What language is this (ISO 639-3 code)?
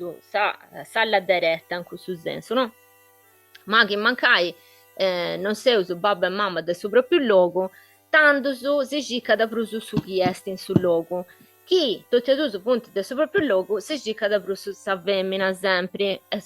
srd